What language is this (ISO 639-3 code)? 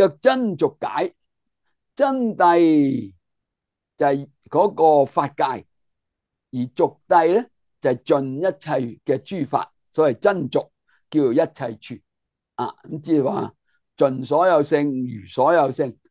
yue